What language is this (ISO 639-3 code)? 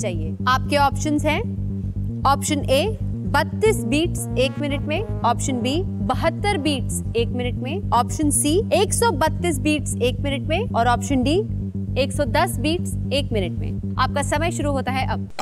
hin